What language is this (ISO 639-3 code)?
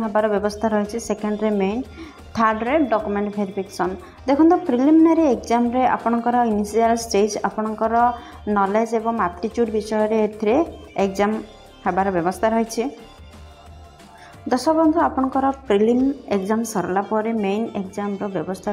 ori